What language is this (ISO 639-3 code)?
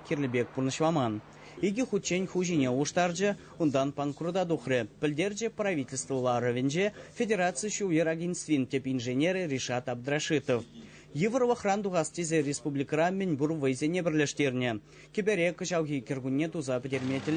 chv